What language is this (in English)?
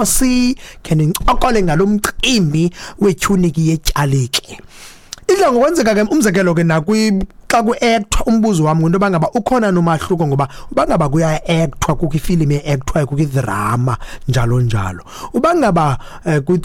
Xhosa